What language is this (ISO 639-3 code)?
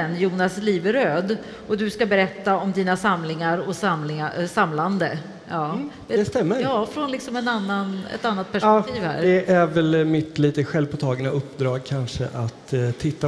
swe